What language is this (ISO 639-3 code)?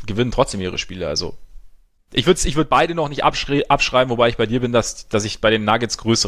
deu